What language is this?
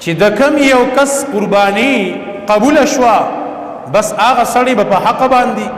Pashto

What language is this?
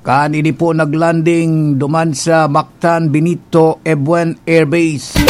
Bikol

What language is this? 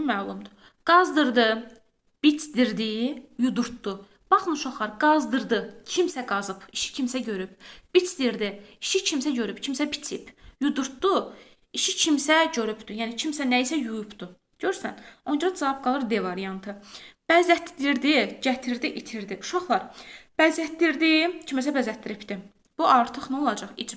Azerbaijani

